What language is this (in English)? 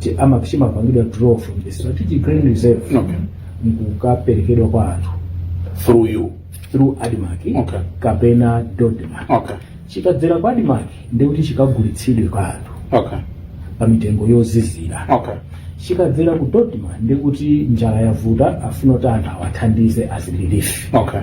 Nyanja